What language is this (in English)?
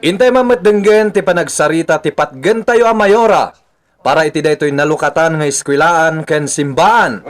Iloko